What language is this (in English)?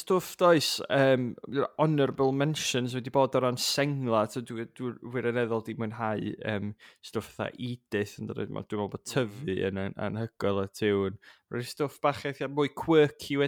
Welsh